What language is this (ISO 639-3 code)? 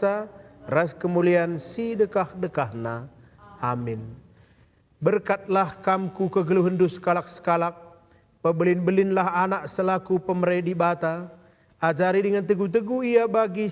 btx